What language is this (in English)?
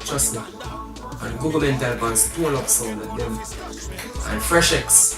Jamaican Creole English